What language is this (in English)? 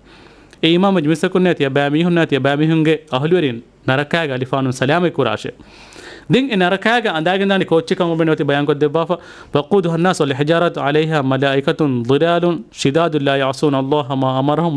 Divehi